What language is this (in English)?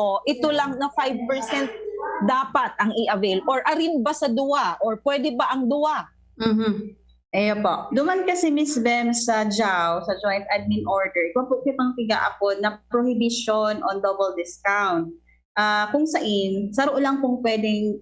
Bikol